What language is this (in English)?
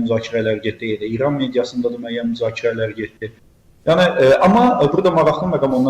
Azerbaijani